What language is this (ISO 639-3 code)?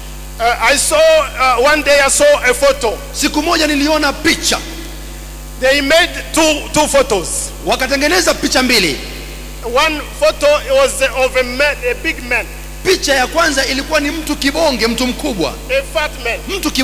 swa